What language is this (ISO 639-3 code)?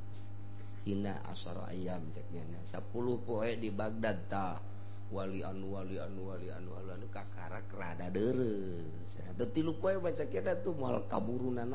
sun